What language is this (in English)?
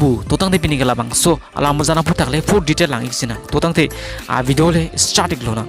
Karbi